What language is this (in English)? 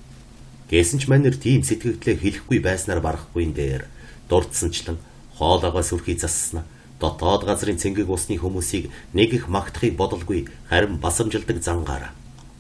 Mongolian